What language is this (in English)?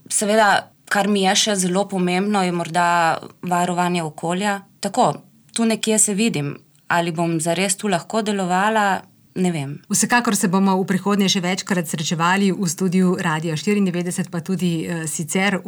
Slovenian